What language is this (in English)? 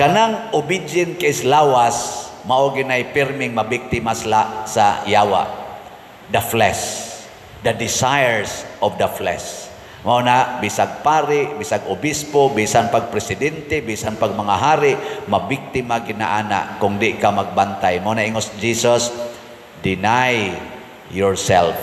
Cebuano